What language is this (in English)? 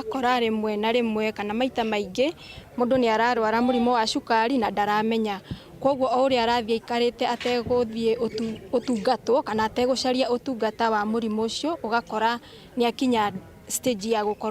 Meru